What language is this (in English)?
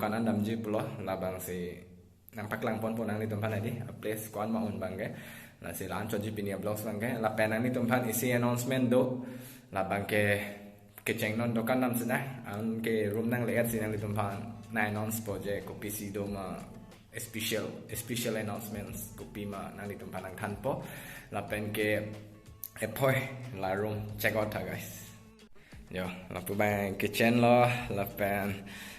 Karbi